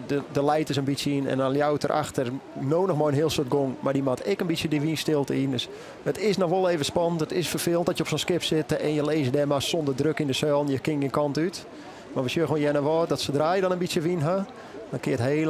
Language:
Western Frisian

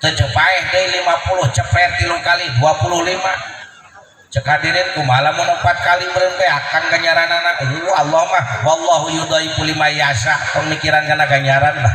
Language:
Sundanese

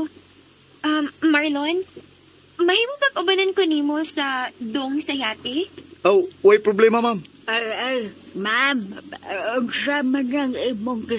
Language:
Cebuano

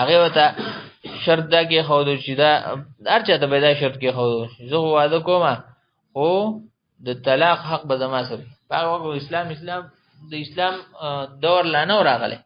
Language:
Pashto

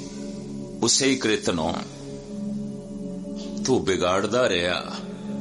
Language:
Punjabi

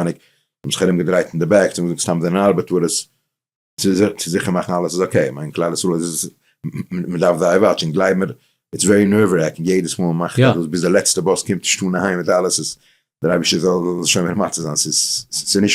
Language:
Yiddish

